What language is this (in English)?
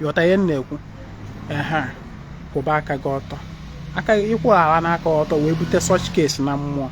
Igbo